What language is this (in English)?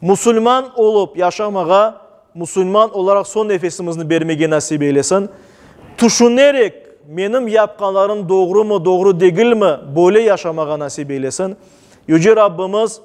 Crimean Tatar